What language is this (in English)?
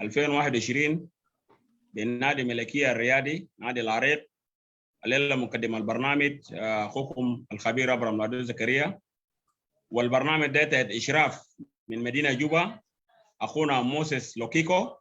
Sudanese Arabic